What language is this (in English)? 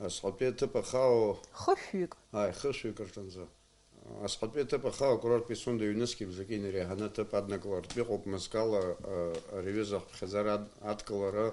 Abkhazian